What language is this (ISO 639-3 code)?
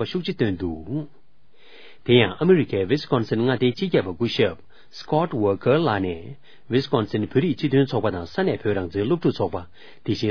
bod